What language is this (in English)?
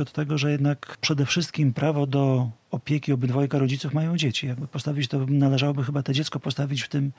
Polish